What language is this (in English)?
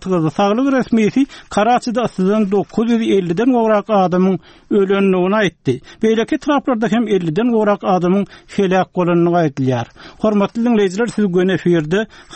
Turkmen